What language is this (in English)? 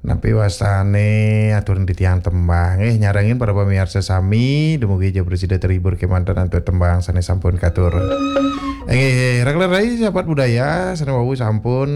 Balinese